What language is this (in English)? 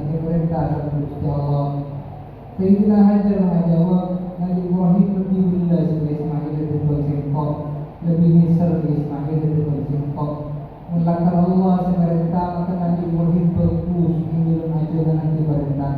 Madurese